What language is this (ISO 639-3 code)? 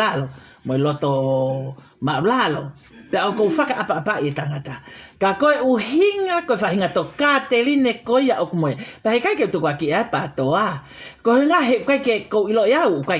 ton